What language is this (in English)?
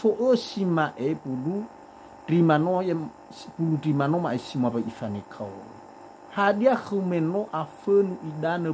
Nias